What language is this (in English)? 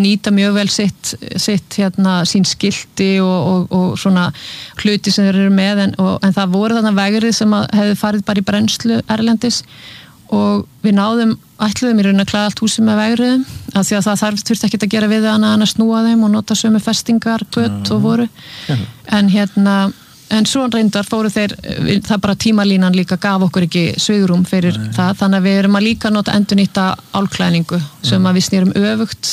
Icelandic